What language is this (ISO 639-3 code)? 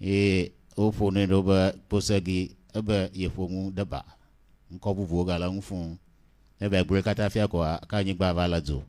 ewe